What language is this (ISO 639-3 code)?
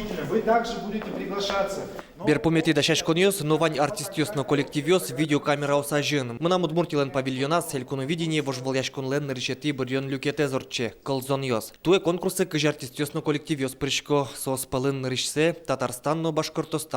udm